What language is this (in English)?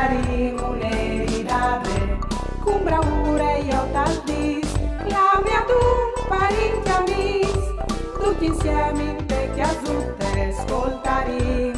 Friulian